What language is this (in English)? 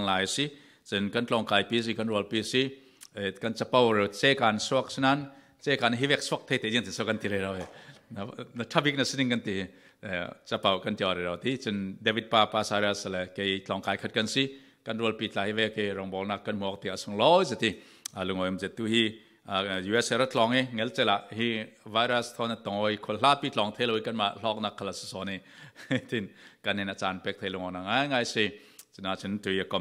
Falam Chin